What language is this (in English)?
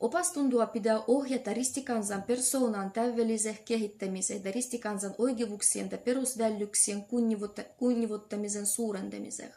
Livvi